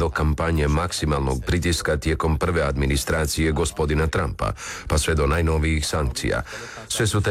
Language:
Croatian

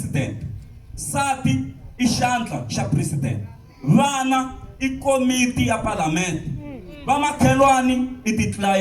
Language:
Tsonga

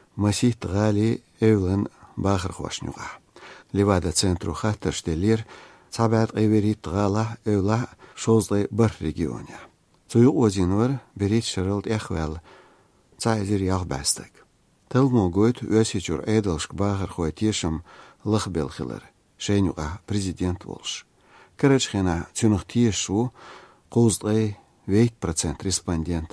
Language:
Chechen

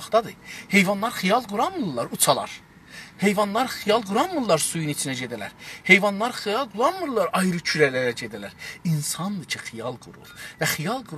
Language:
South Azerbaijani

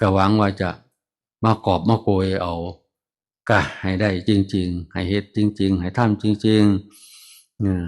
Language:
Northeastern Thai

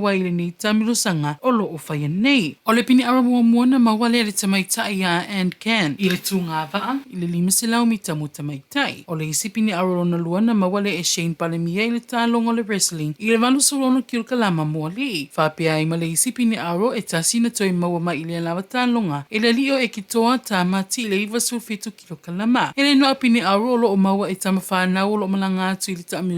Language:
Samoan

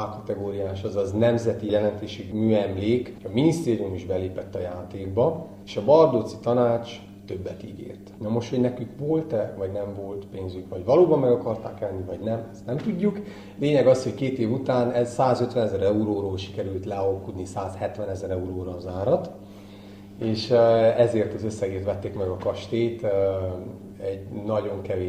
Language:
Hungarian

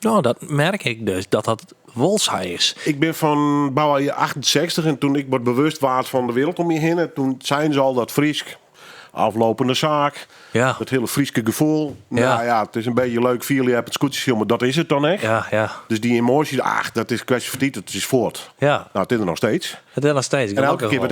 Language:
Western Frisian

